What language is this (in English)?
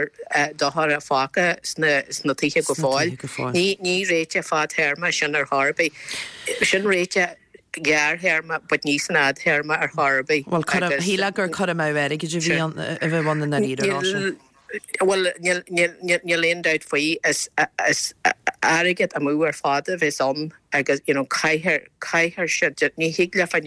Irish